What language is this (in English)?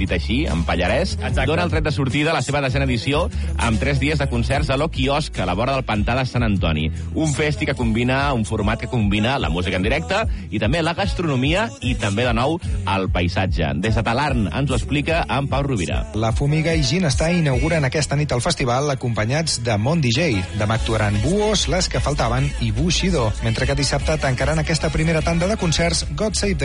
Catalan